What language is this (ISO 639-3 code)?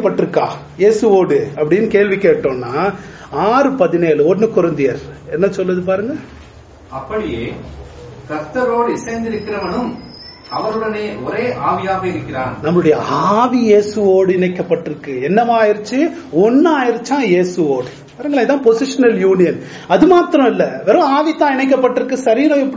tam